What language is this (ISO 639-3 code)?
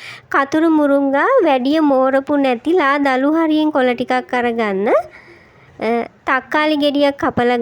sin